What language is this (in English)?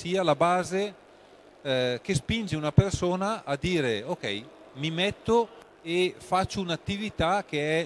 Italian